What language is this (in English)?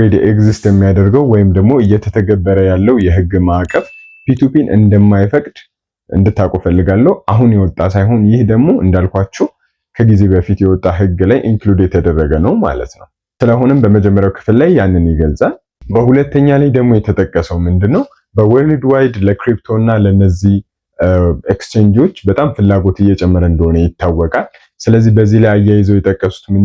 Amharic